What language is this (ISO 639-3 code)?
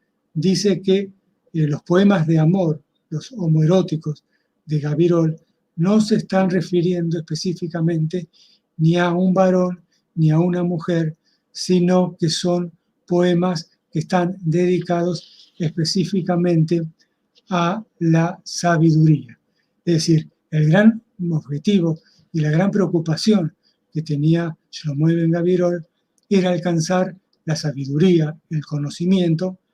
lad